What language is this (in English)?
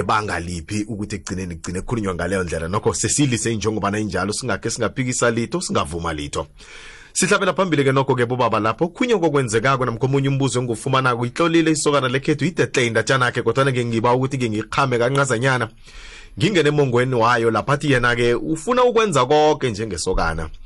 South Ndebele